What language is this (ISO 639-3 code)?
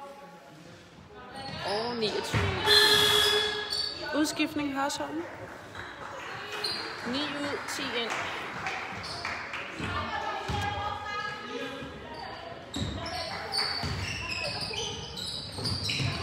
dan